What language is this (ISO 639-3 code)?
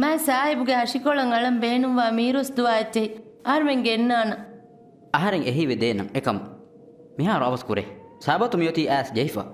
div